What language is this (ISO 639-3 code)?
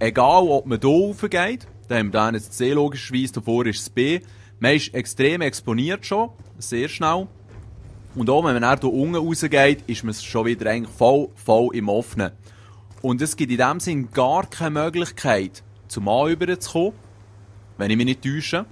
gsw